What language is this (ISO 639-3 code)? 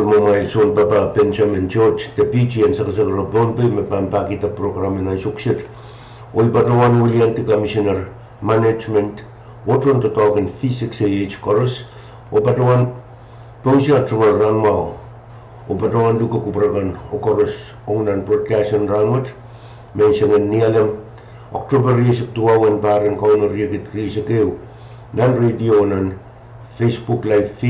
pon